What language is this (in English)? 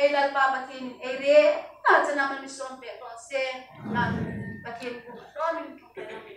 Hmar